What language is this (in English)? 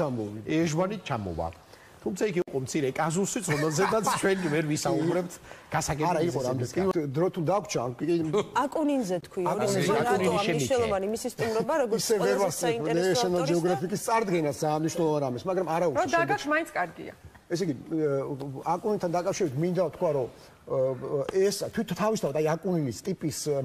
Georgian